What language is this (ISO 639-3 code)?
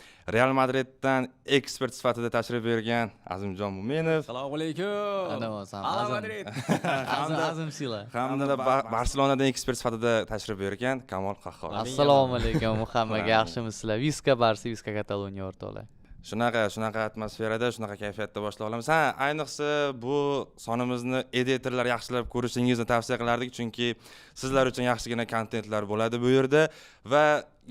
uzb